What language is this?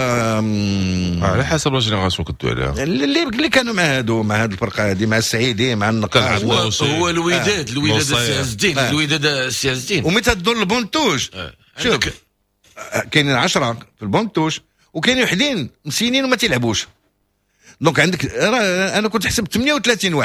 Moroccan Arabic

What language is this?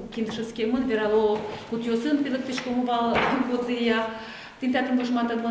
Udmurt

